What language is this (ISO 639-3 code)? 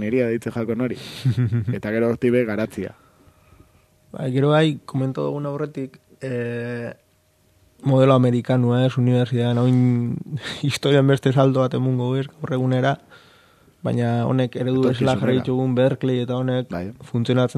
eus